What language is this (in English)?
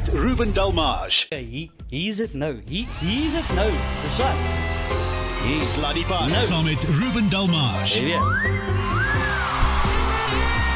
Afrikaans